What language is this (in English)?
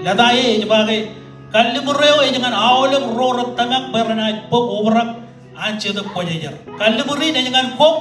Marshallese